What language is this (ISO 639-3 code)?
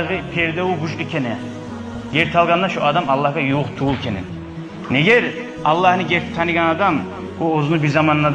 kum